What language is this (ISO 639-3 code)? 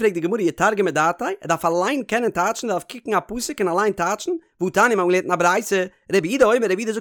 yid